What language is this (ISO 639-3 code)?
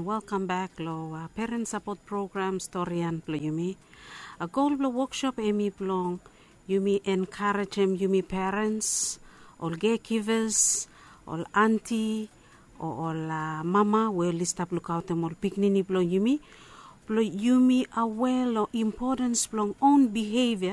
bis